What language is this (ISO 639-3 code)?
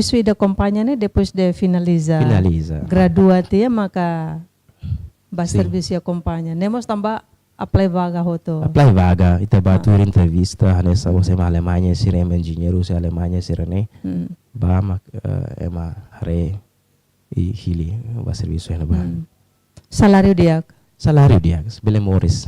tet